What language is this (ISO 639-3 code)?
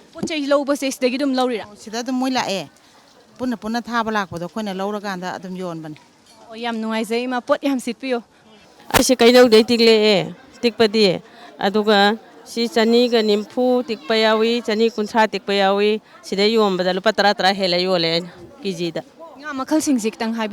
mni